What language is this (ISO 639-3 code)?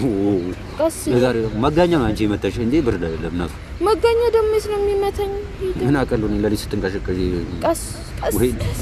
amh